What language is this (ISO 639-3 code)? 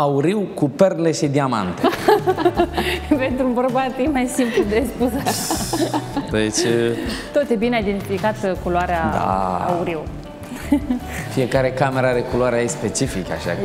ron